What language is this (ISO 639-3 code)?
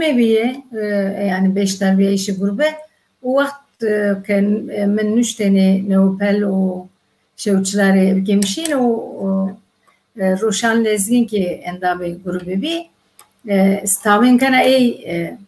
zza